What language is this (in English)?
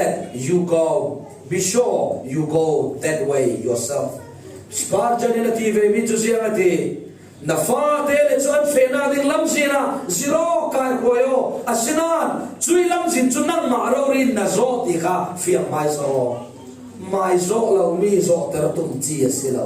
Falam Chin